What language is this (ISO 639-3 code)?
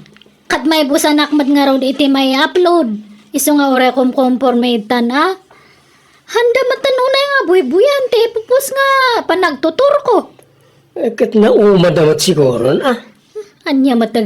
ilo